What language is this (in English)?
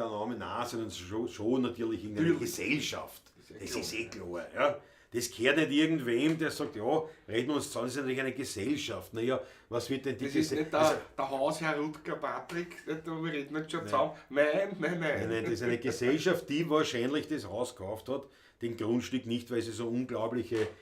Bavarian